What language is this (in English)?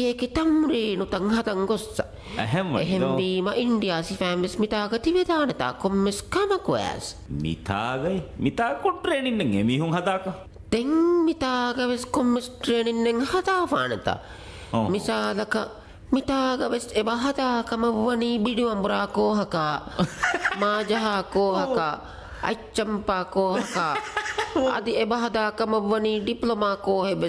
Divehi